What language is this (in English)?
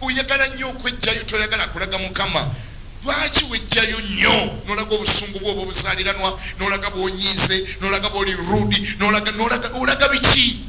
Ganda